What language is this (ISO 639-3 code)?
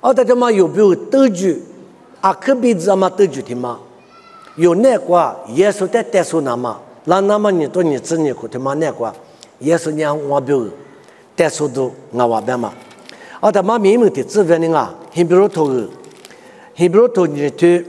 lis